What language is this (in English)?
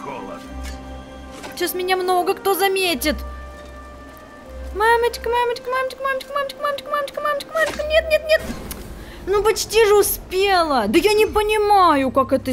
Russian